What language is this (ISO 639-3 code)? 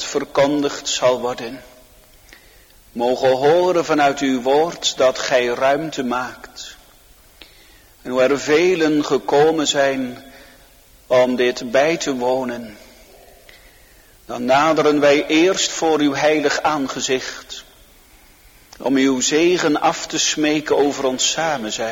nld